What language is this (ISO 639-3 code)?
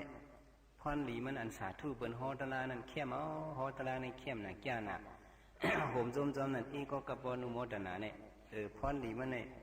shn